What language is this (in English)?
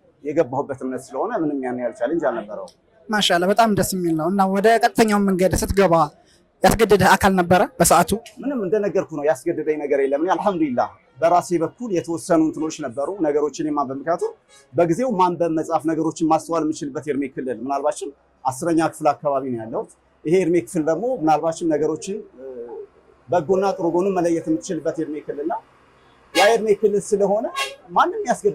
Amharic